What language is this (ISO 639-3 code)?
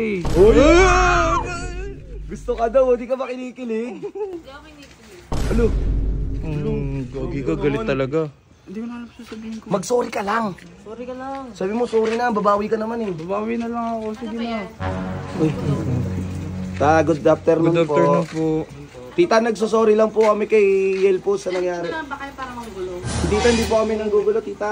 fil